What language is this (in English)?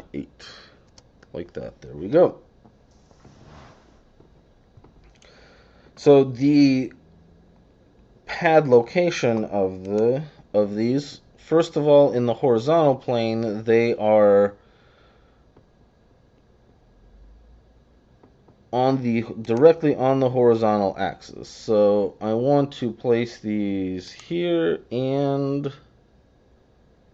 English